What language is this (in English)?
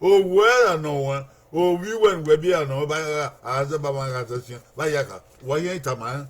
Bini